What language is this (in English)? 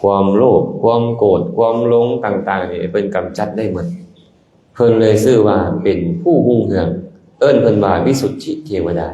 Lao